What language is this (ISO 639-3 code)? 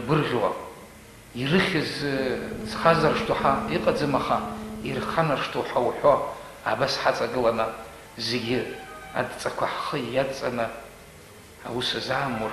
abk